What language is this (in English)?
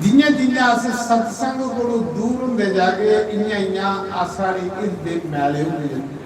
Dogri